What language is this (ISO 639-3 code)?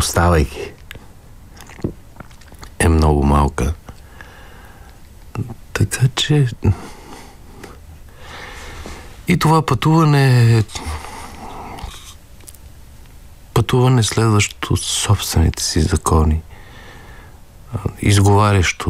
bul